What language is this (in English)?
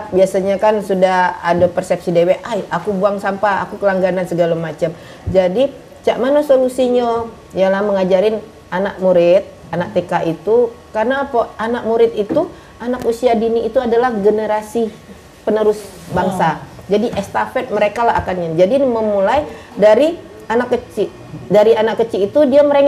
Musi